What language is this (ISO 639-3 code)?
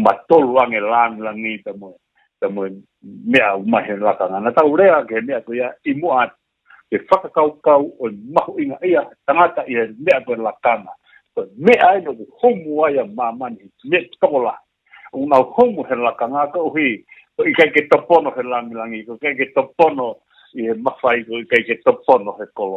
ton